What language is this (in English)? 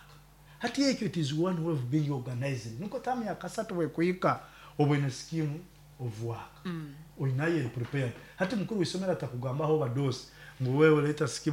Nyankole